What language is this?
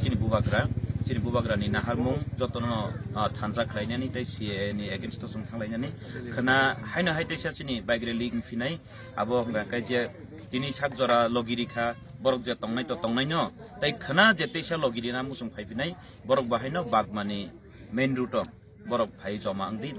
Kok Borok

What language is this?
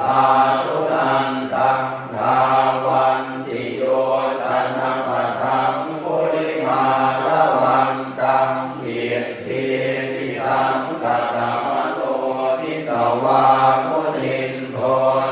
Pali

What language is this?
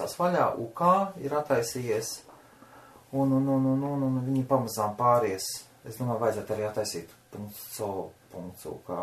Latvian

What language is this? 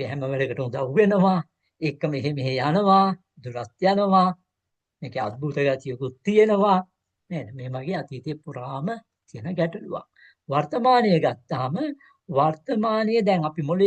Sinhala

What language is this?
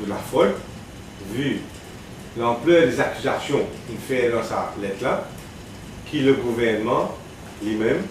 Morisyen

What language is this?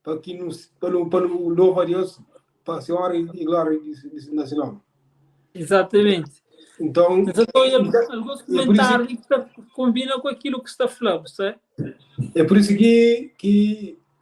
Kabuverdianu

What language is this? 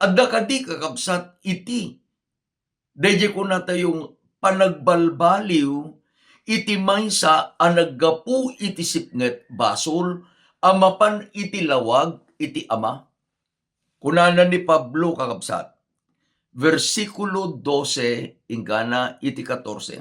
Iloko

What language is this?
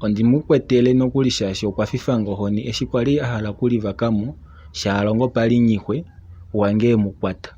Kuanyama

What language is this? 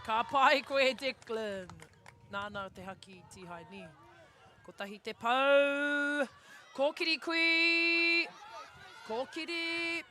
Māori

